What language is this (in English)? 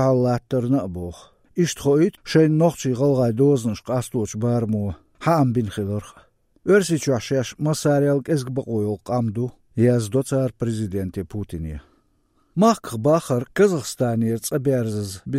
Chechen